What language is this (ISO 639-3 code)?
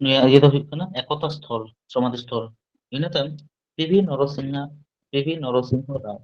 sat